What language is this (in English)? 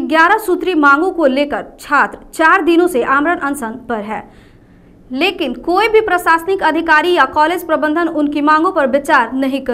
Hindi